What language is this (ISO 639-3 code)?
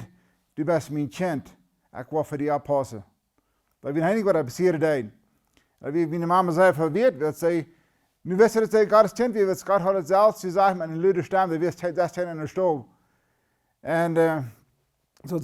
pdt